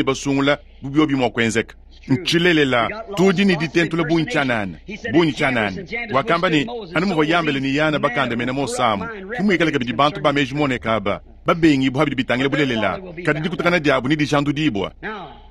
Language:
Luba-Lulua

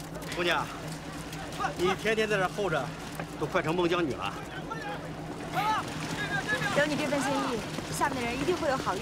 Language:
Chinese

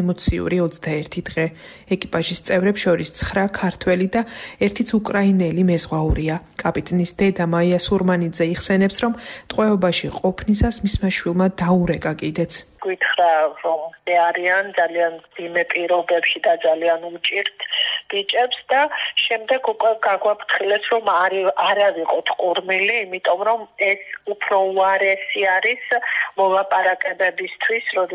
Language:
Georgian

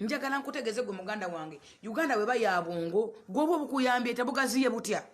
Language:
Ganda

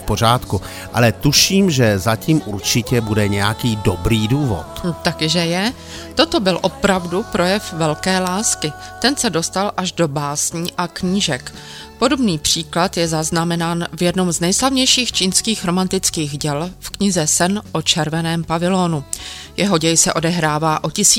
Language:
Czech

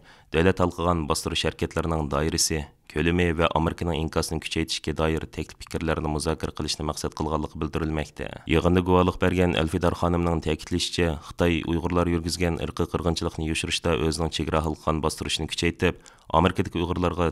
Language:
Uyghur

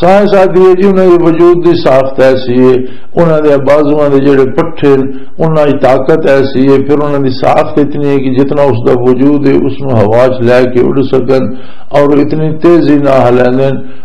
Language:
Western Panjabi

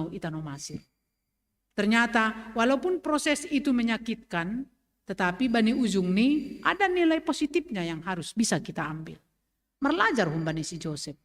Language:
Batak Simalungun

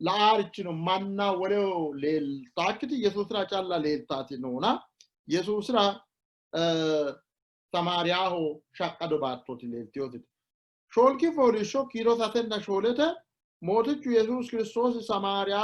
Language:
Sidamo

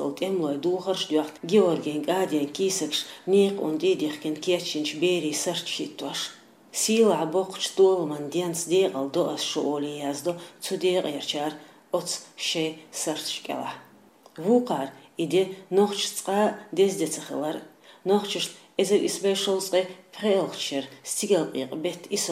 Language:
Chechen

